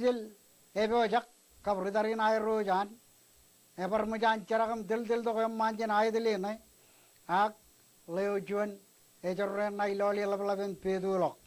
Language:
Marshallese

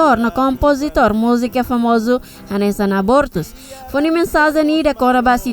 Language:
Tetum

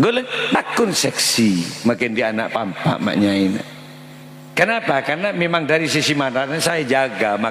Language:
Madurese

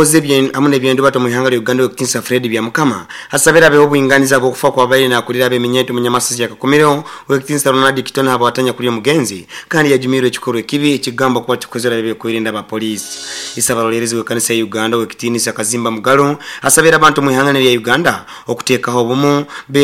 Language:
Nyoro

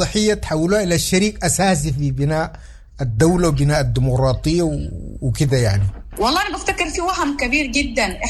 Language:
Sudanese Arabic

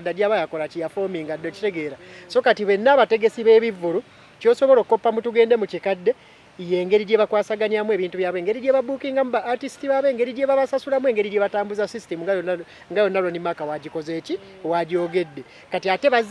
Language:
Ganda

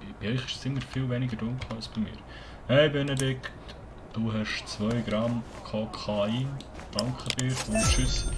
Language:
Swiss German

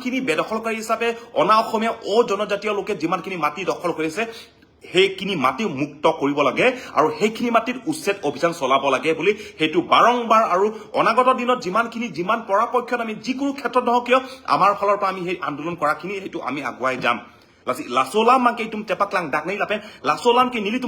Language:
Karbi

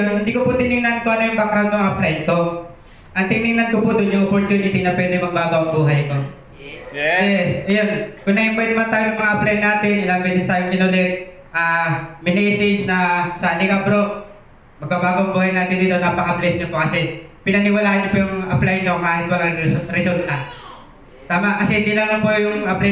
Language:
Filipino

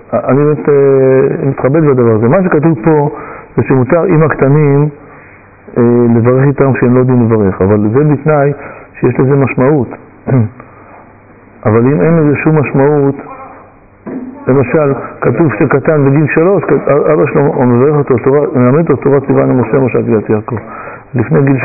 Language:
Hebrew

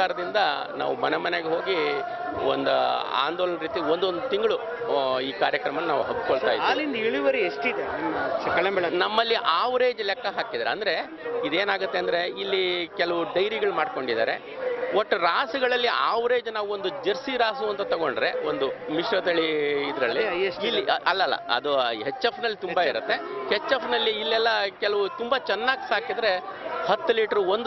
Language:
Kannada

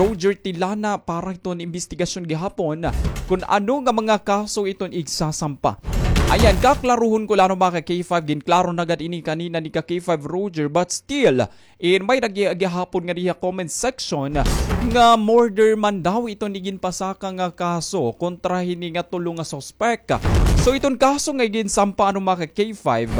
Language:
Waray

